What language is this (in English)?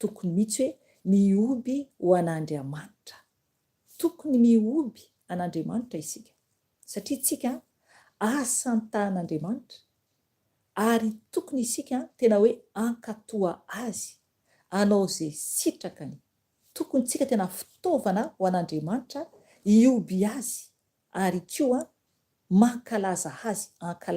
Malagasy